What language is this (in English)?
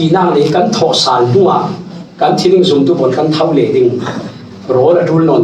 Falam Chin